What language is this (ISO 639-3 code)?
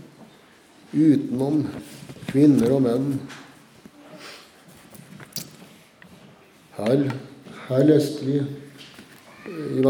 nor